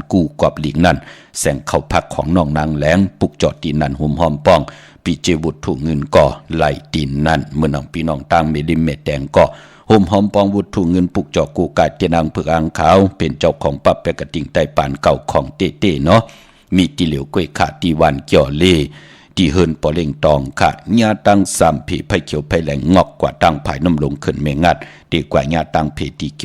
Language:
Shan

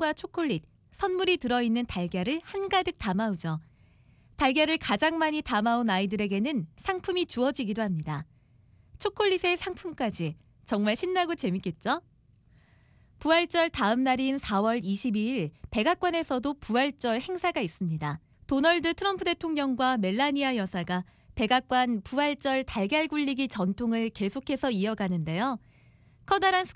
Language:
Korean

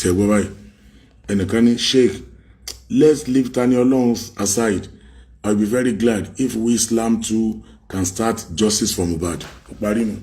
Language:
Yoruba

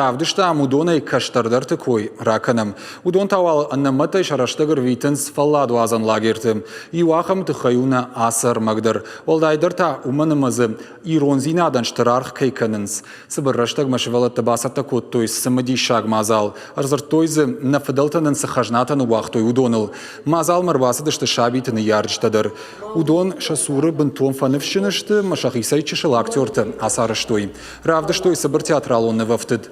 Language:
Ossetic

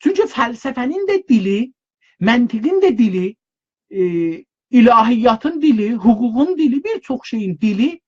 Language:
South Azerbaijani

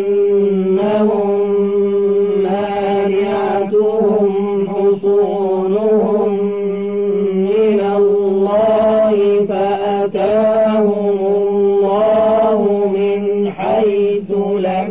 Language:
Arabic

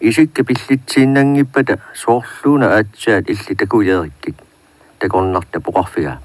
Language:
Kalaallisut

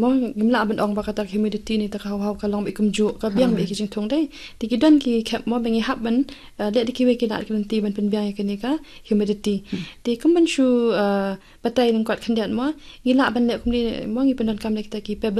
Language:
Khasi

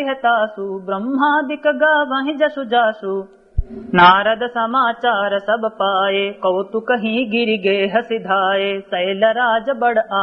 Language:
Awadhi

